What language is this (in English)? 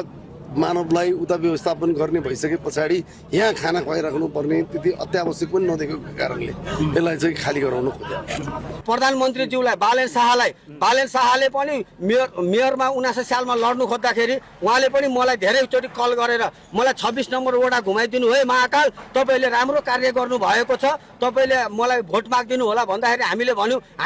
Nepali